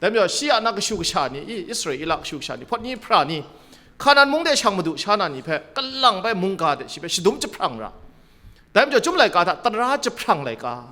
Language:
Kachin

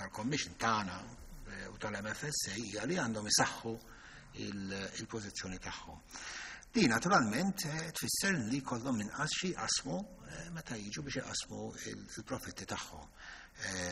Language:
Maltese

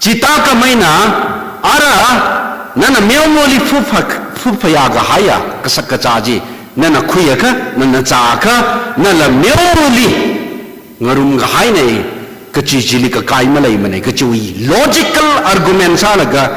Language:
Tangkhul Naga (India)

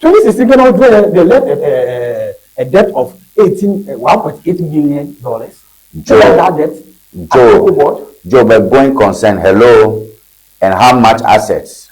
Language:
Ewe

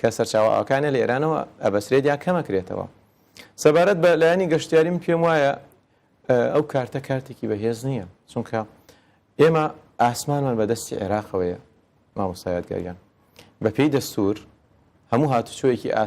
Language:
Central Kurdish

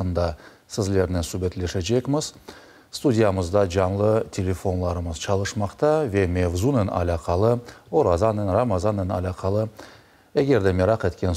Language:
Crimean Tatar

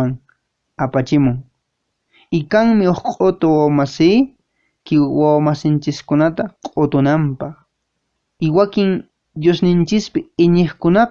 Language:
Quechua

